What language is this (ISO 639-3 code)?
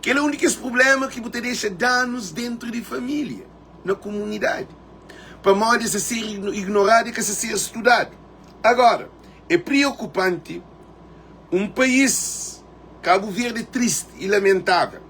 kea